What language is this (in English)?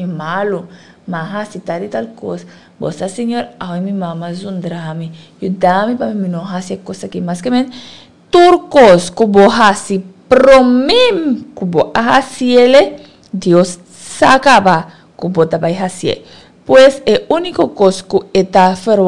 Papiamento